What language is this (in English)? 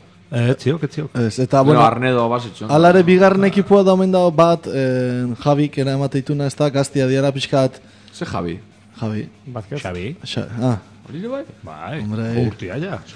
Basque